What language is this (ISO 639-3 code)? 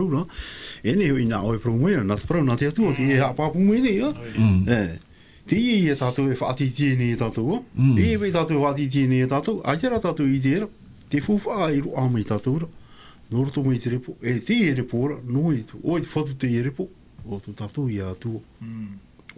tah